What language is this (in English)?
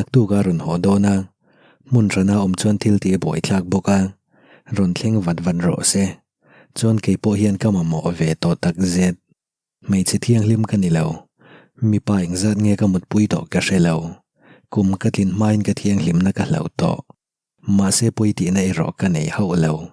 Mizo